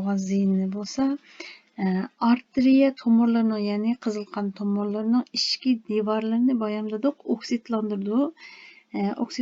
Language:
Uyghur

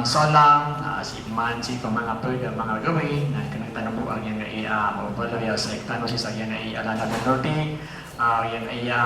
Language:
Maranao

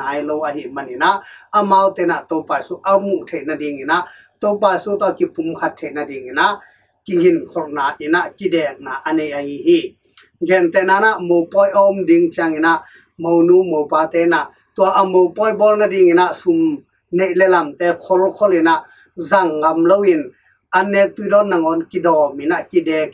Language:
Tedim Chin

